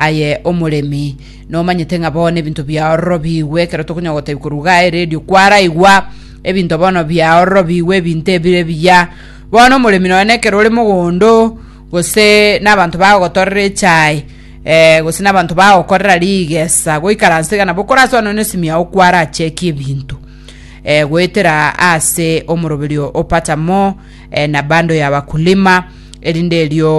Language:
Gusii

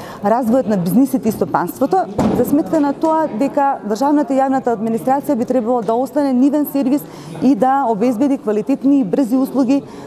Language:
Macedonian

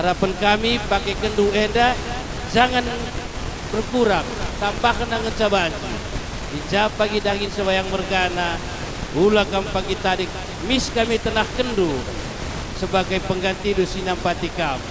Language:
Batak Karo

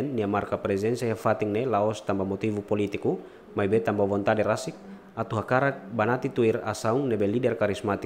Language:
Tetum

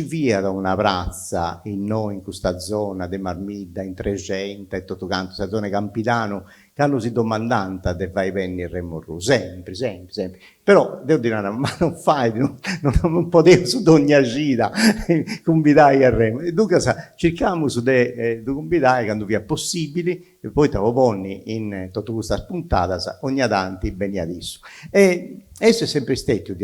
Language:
Sardinian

